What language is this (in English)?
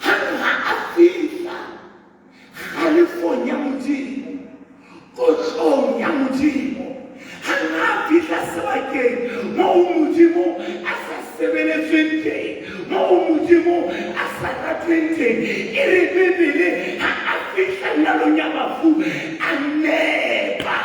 Southern Sotho